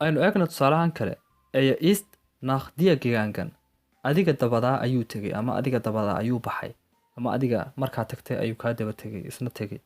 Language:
Somali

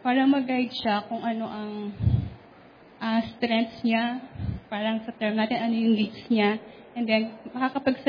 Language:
Filipino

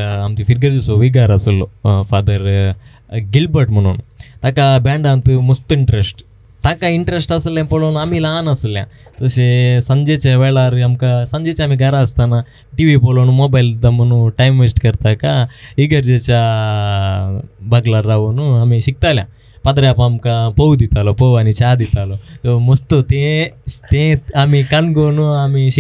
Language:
Konkani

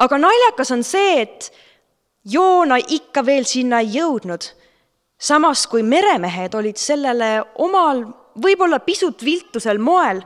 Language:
Estonian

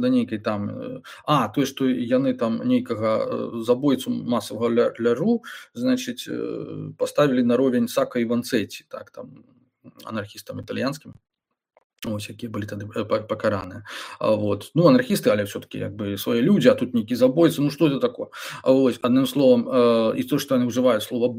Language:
Belarusian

